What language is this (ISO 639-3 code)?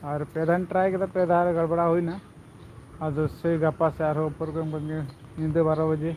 sat